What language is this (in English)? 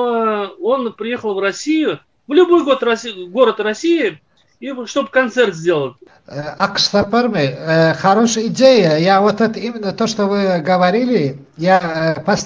Turkmen